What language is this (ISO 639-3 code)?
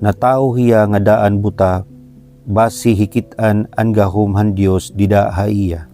war